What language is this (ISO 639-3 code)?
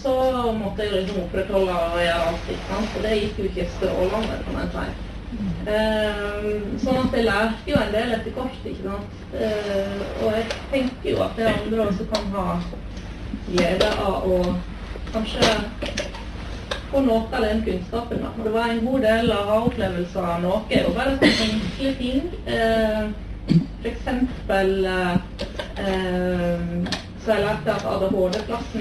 nor